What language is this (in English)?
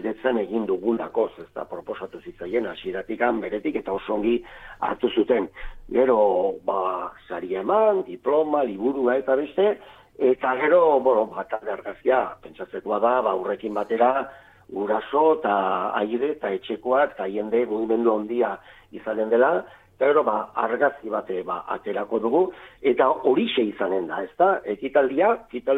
Basque